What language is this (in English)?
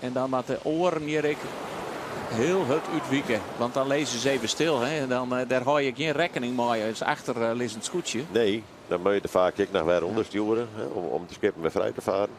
Western Frisian